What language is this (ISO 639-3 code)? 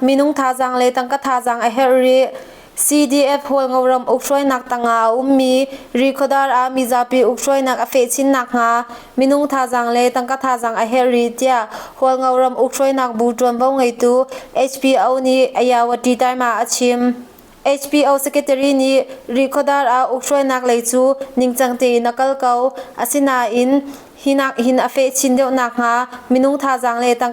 cnh